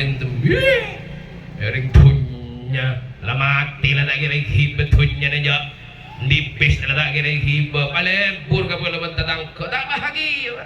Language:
Madurese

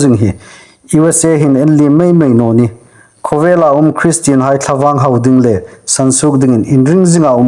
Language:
Hmar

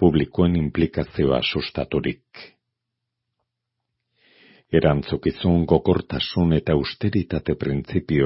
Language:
Basque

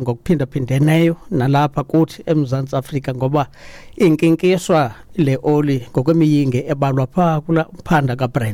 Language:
Xhosa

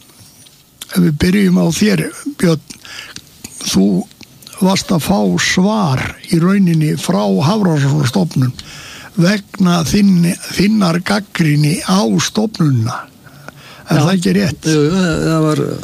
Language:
Icelandic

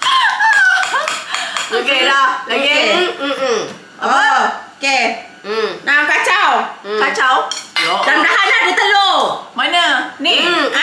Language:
Malay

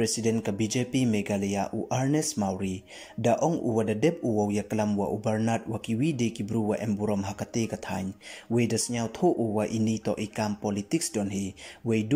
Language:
Pnar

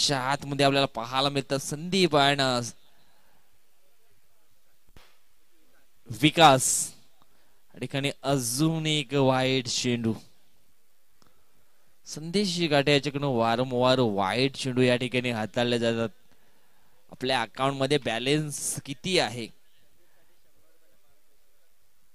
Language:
Marathi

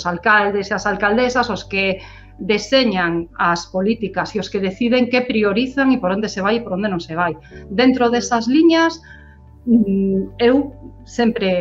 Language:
Galician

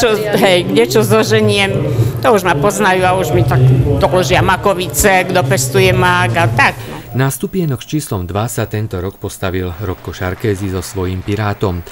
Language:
Slovak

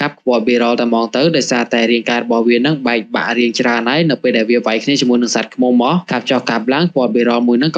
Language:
Khmer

